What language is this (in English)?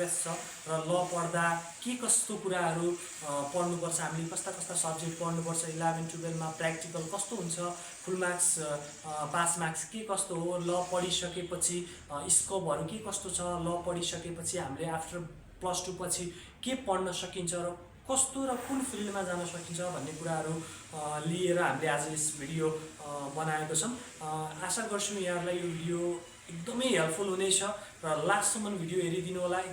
Nepali